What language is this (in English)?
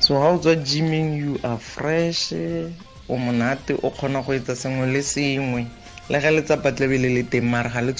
Tswana